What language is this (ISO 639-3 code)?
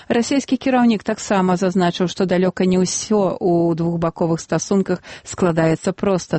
bel